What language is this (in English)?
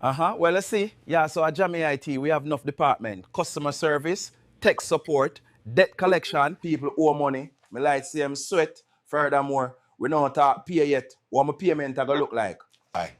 Jamaican Creole English